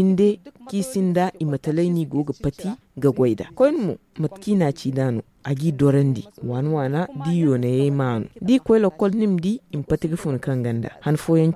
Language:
Zarma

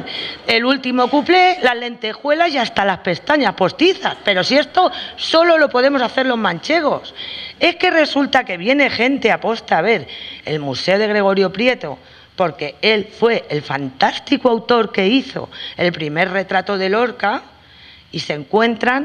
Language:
Spanish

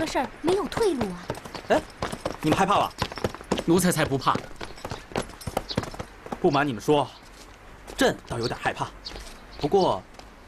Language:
Chinese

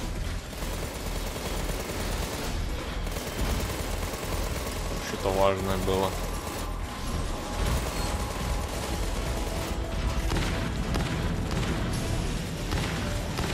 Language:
Russian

